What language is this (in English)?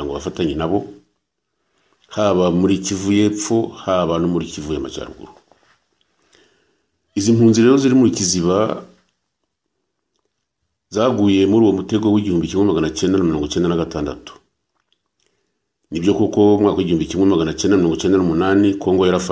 Kinyarwanda